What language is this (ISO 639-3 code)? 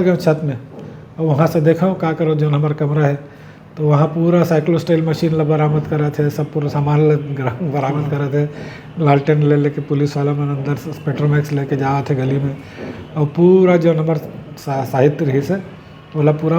hne